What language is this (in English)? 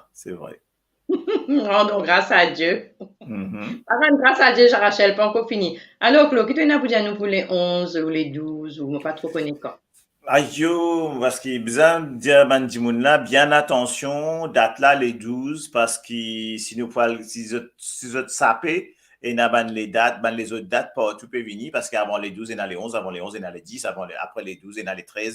Morisyen